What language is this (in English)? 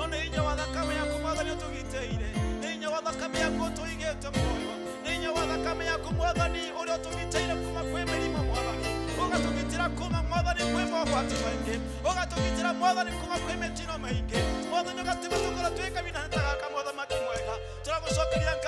Kikuyu